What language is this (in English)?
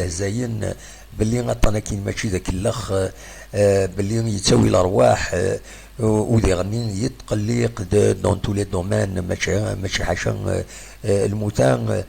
Kabyle